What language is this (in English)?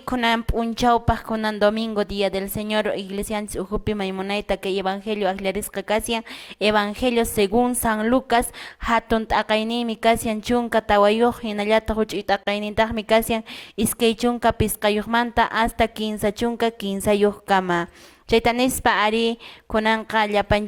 Quechua